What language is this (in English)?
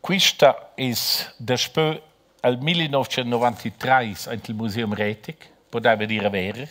Romansh